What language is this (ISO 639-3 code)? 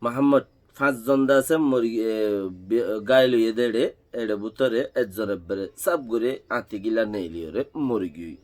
rhg